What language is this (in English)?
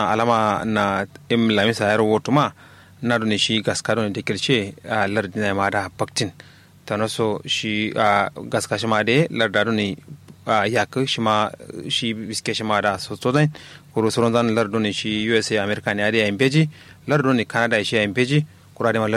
Kanuri